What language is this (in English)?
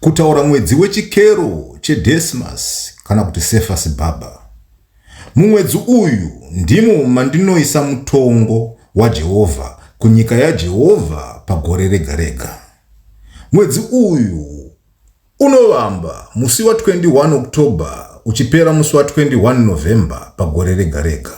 Shona